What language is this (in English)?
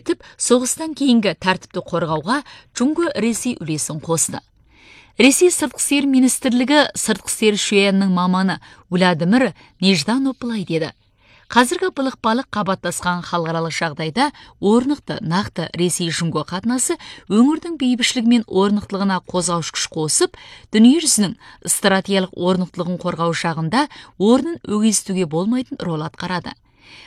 Kazakh